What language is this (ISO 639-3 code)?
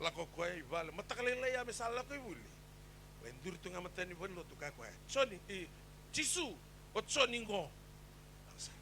fij